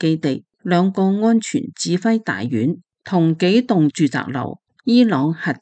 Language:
Cantonese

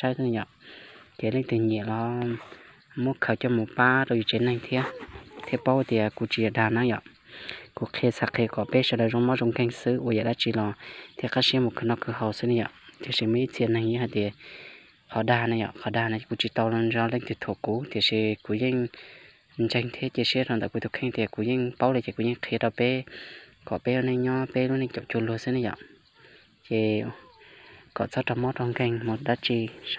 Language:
Hmong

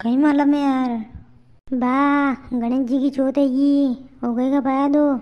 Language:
Rajasthani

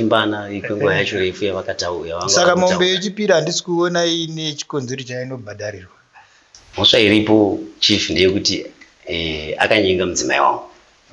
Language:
Shona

